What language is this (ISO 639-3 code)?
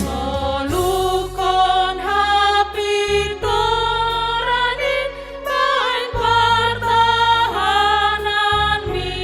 bts